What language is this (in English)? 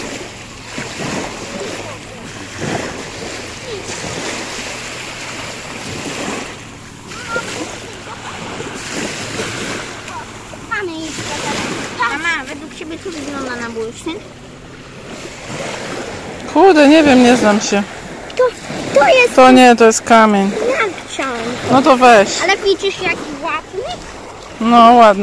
Polish